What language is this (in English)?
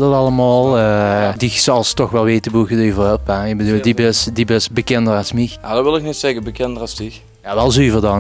Limburgish